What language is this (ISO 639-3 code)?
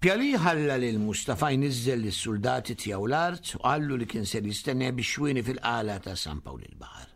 mlt